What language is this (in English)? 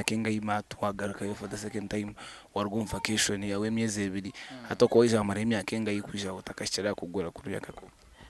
Nyankole